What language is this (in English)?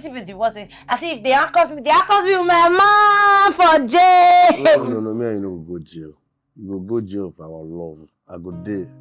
Nigerian Pidgin